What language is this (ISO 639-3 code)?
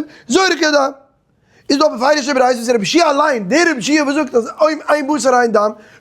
yid